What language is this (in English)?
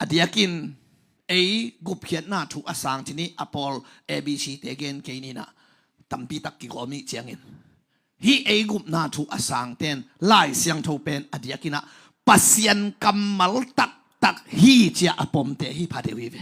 Tedim Chin